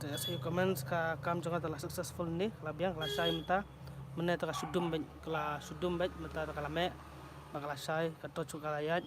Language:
Khasi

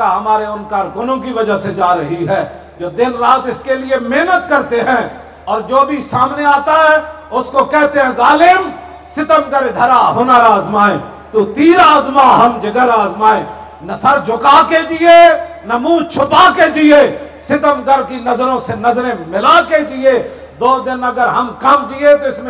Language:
Urdu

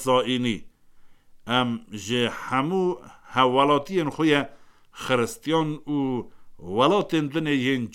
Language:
Kurdish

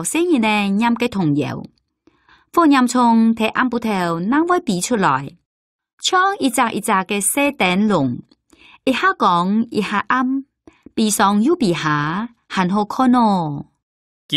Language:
Hakka Chinese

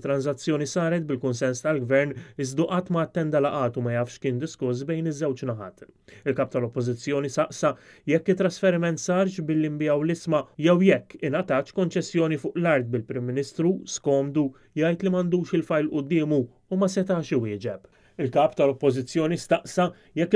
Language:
Maltese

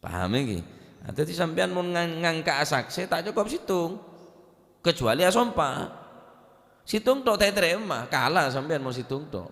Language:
Madurese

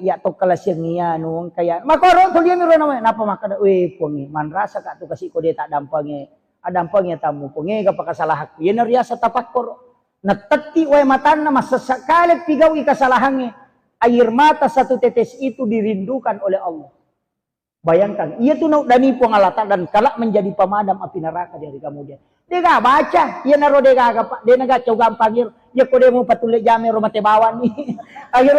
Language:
Buginese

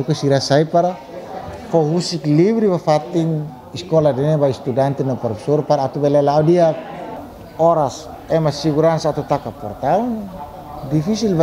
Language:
Tetum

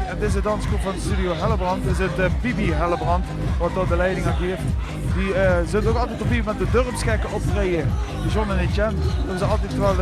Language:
Limburgish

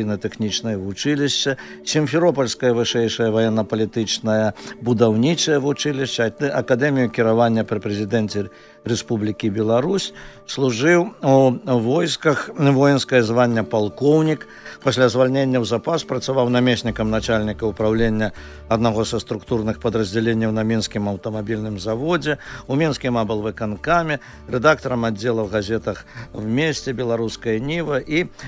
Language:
Belarusian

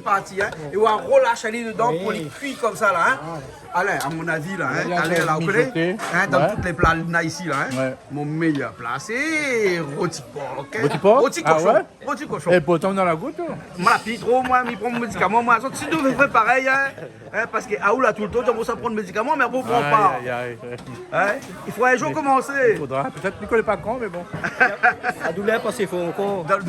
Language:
Réunion Creole French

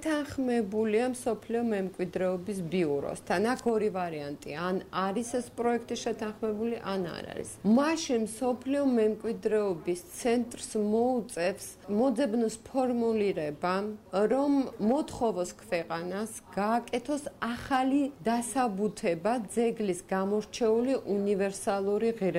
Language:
Georgian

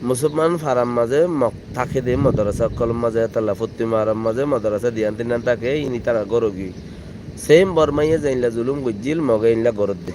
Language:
Rohingya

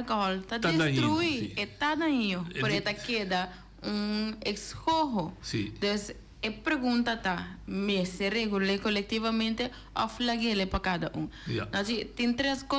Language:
Papiamento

